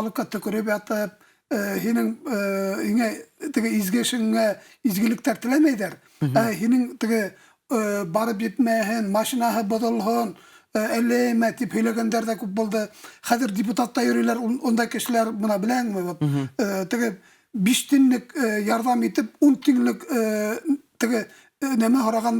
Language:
Bashkir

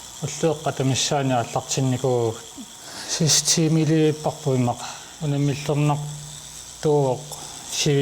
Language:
Kalaallisut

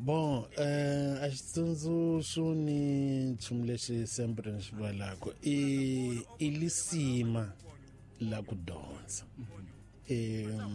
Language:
Tsonga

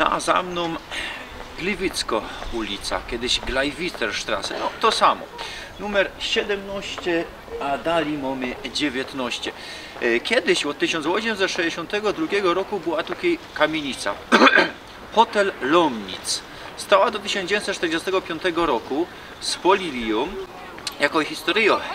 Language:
Silesian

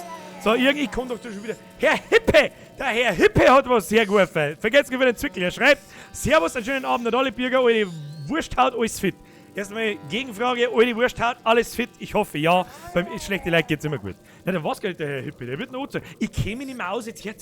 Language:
Bavarian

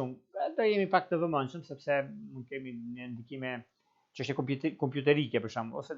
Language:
Albanian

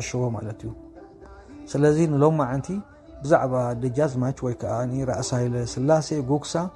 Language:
Tigrinya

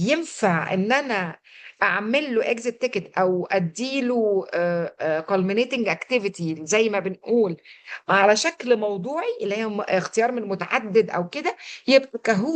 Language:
Egyptian Arabic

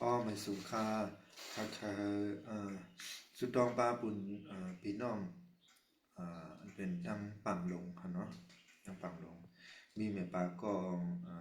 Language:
Shan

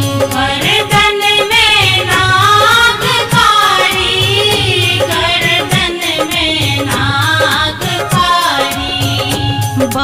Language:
Bhojpuri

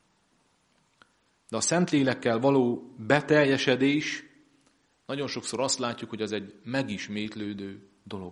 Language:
Hungarian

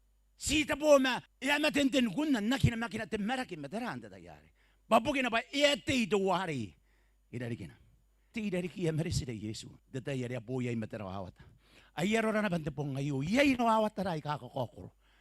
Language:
Gilbertese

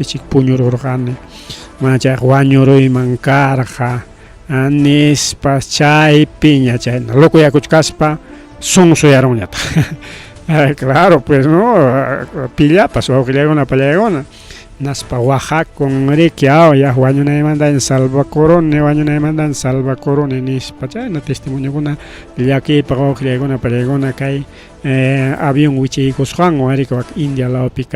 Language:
Ayacucho Quechua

